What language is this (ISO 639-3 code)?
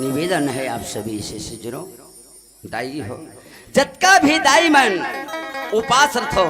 hne